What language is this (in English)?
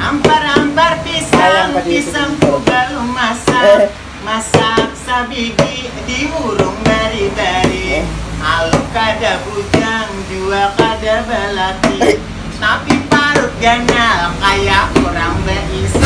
Banjar